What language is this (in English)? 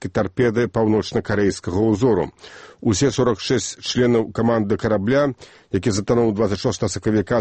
Belarusian